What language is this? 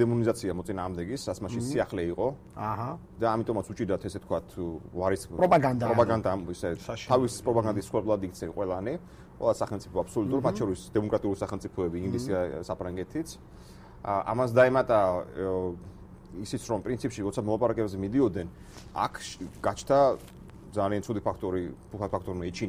Georgian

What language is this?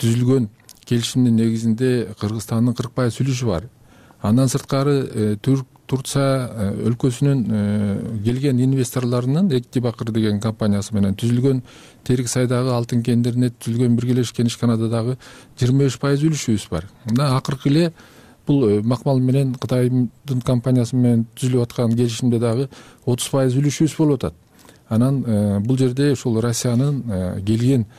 Kyrgyz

